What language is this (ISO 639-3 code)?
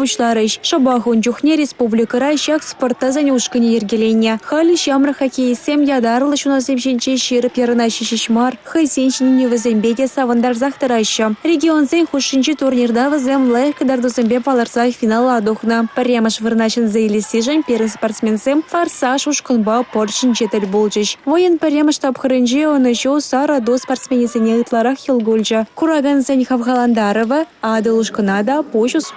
chv